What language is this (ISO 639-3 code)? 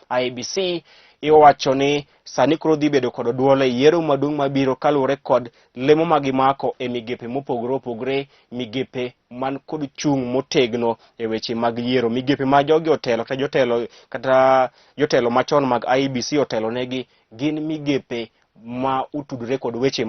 luo